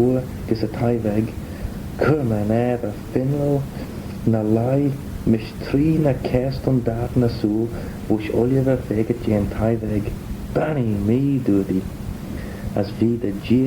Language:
Manx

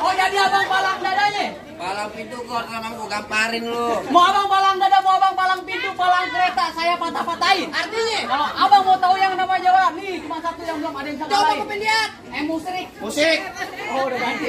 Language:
Betawi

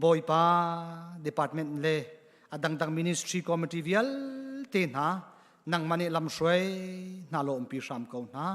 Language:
Hakha Chin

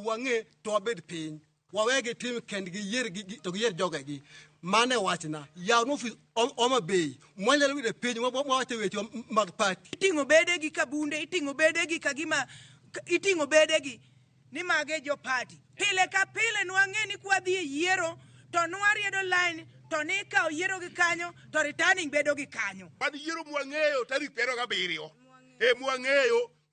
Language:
Luo (Kenya and Tanzania)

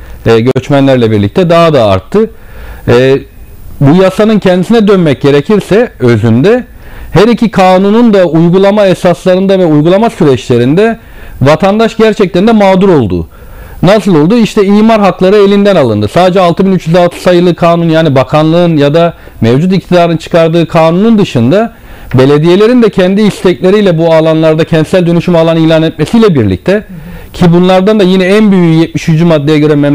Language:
Turkish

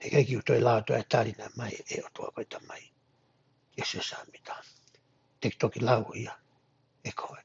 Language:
Tongan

